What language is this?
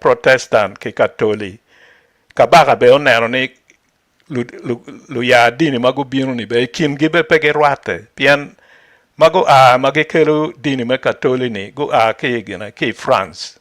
Acoli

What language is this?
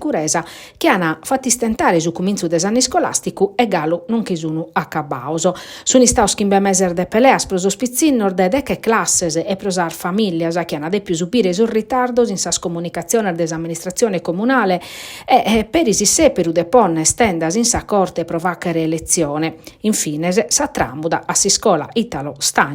Sardinian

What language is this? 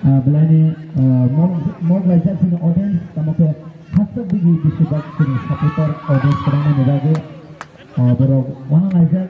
Kok Borok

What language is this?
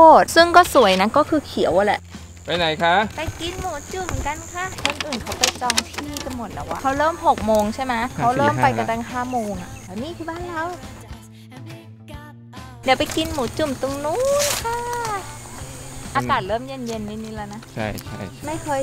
Thai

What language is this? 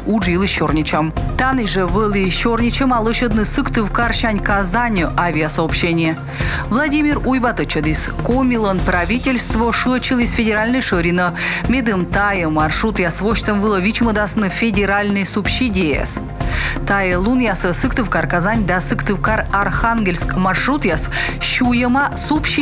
Komi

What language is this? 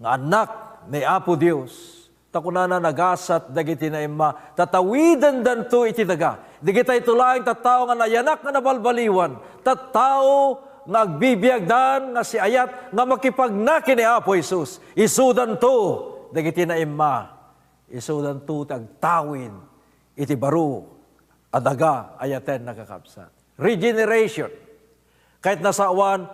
Iloko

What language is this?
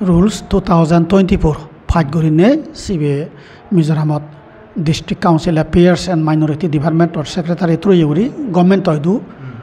Chakma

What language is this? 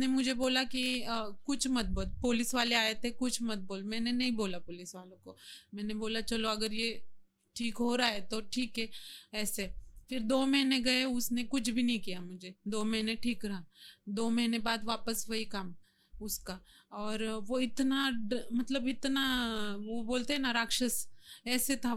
Hindi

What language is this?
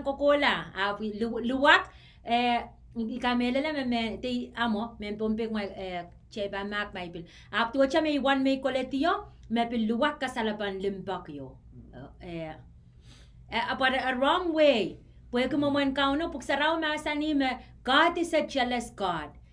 Pohnpeian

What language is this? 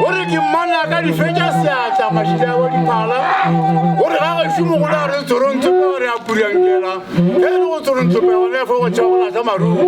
Northern Sotho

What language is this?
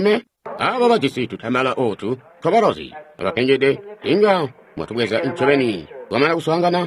Tonga (Zambia)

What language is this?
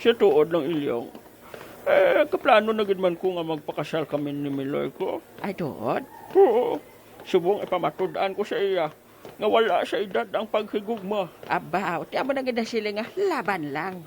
Hiligaynon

